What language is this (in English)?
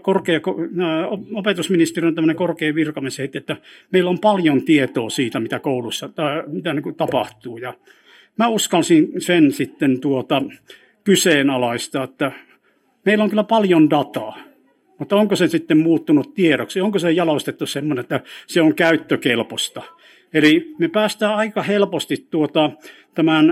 Finnish